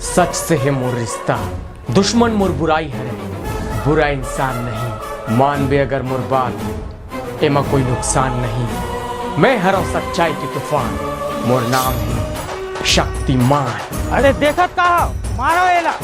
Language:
Chhattisgarhi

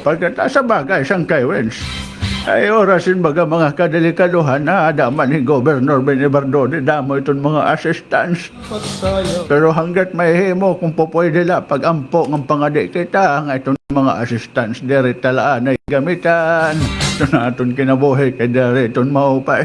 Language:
Waray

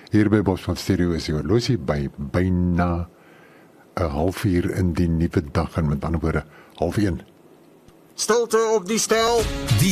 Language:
Afrikaans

